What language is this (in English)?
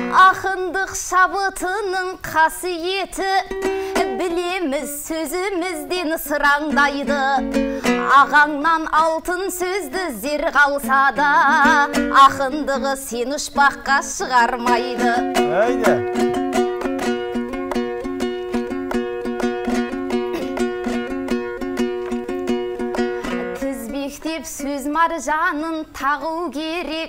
Kazakh